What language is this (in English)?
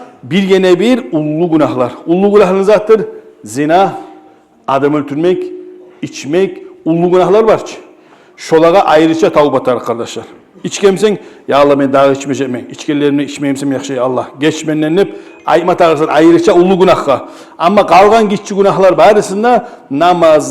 Kumyk